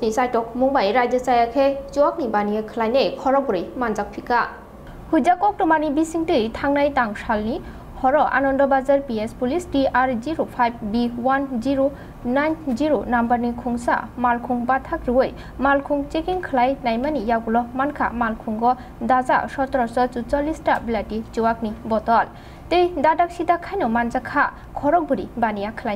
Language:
Kok Borok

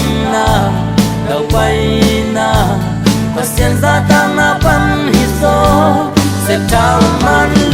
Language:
Tedim Chin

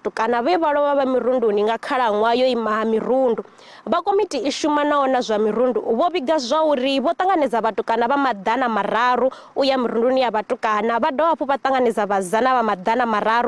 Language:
Venda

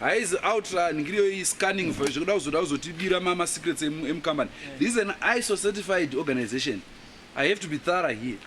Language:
Shona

